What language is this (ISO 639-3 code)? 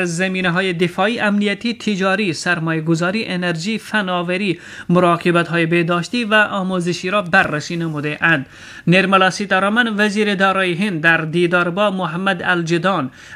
fas